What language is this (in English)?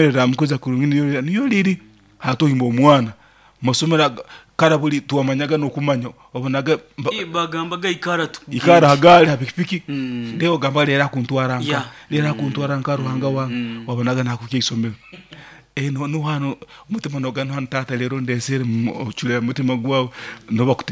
Nyoro